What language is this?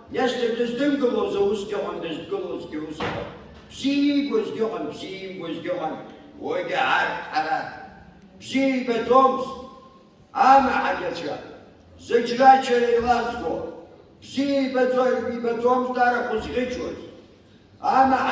Abkhazian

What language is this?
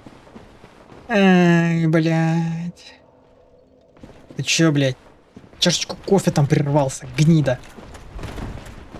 Russian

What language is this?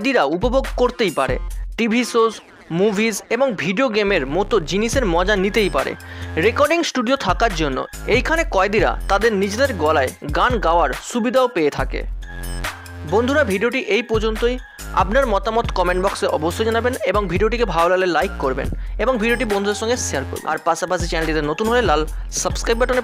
Bangla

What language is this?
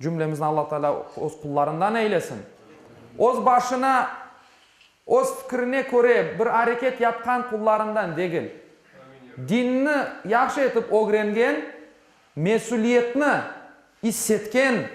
Crimean Tatar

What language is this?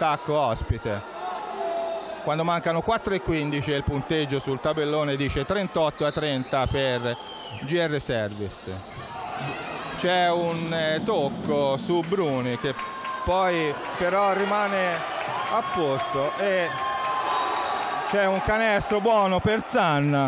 Italian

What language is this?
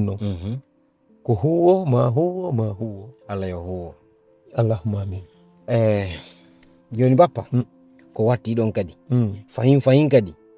Fula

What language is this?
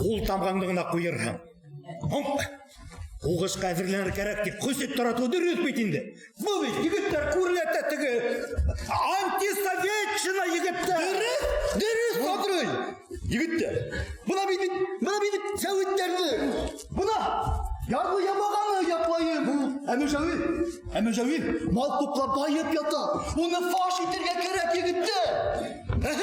Bashkir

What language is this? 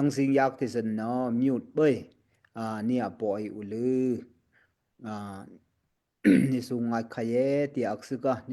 Daai Chin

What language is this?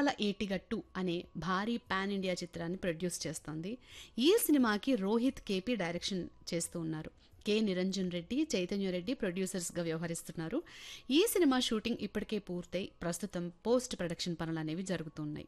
Telugu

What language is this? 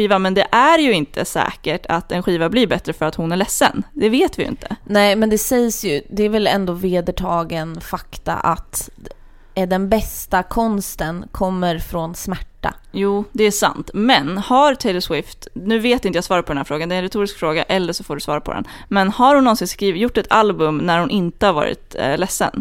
Swedish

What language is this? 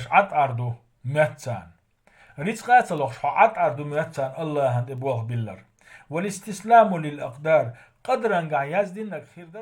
Chechen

